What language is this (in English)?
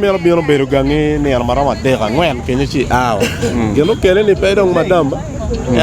Acoli